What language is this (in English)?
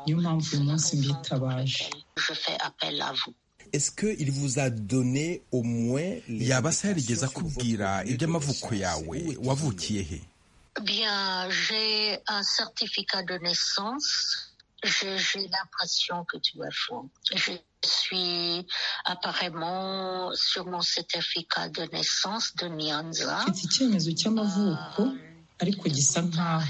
Kinyarwanda